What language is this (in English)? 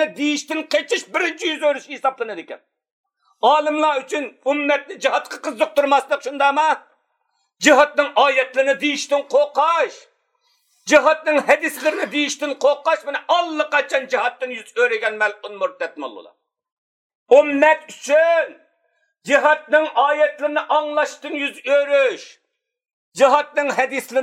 Uyghur